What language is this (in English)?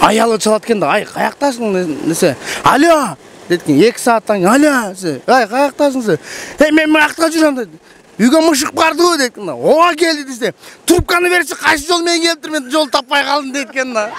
Kyrgyz